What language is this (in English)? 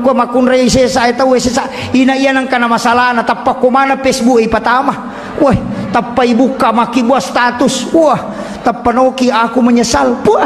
Buginese